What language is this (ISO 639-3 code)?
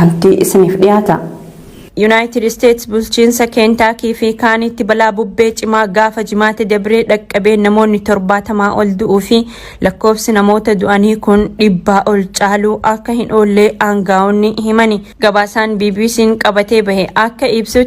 orm